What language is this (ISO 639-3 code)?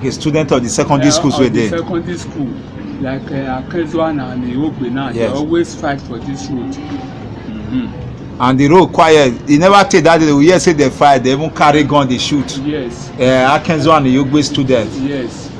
pcm